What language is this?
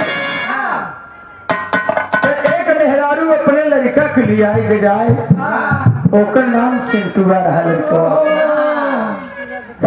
Bhojpuri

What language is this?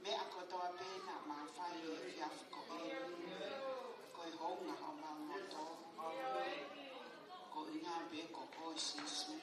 Tongan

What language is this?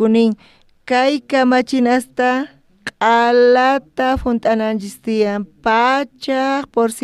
South Bolivian Quechua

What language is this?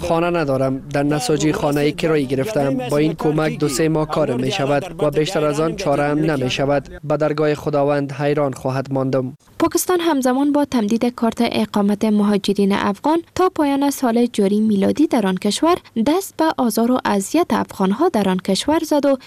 Persian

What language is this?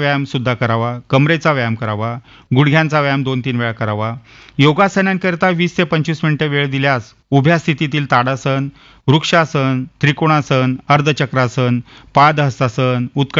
Marathi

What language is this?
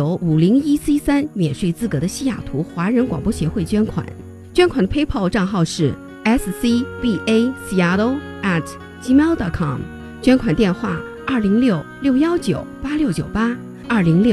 Chinese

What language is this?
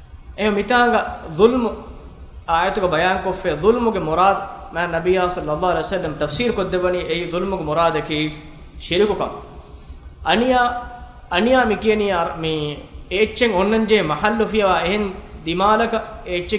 Divehi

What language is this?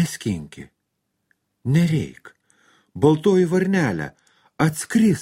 Lithuanian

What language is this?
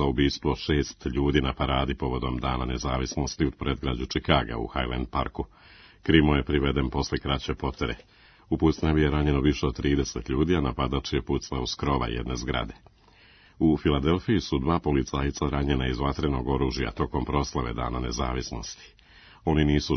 Serbian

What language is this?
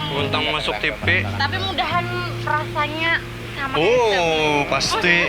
Banjar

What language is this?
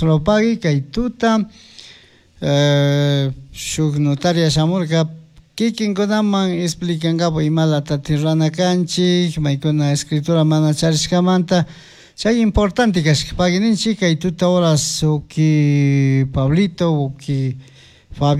Chimborazo Highland Quichua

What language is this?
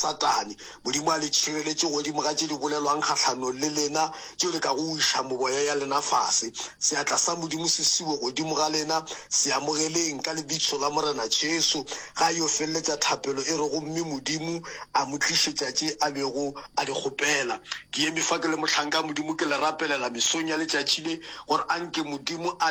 Northern Sotho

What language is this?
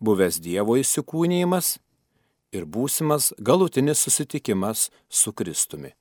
Lithuanian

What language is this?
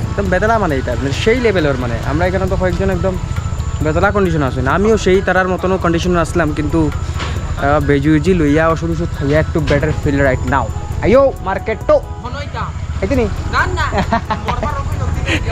Sylheti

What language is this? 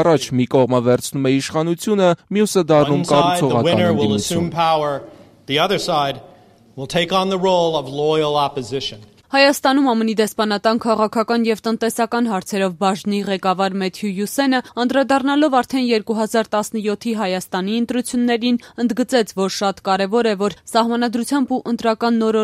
Armenian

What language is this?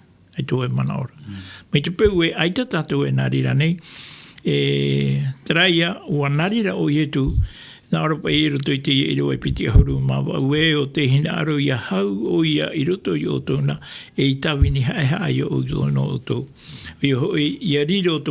Tahitian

